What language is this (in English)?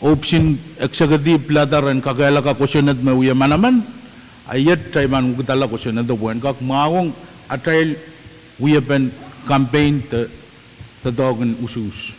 Pohnpeian